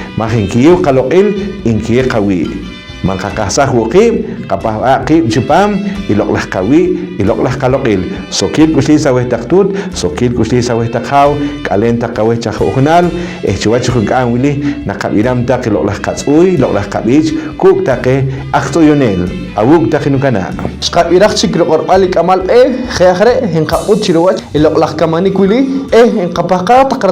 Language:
Poqomchi'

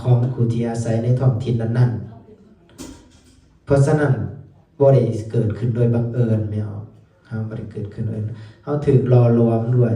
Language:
Lao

